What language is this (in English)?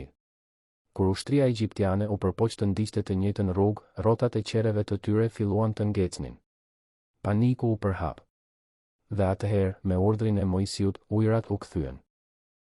Albanian